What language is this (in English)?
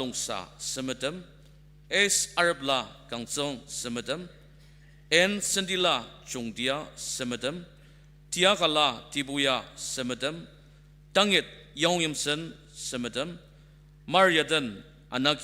Ao Naga